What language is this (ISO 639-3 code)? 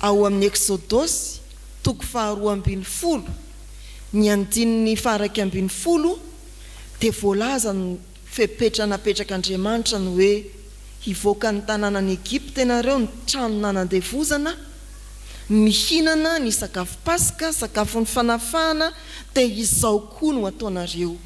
mlg